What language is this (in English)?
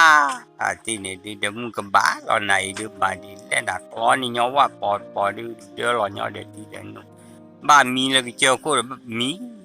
S'gaw Karen